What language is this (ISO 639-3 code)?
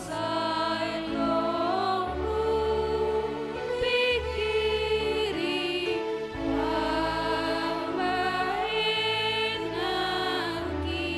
bts